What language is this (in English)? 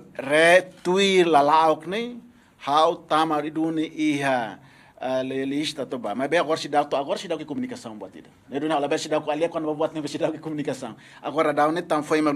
Tetum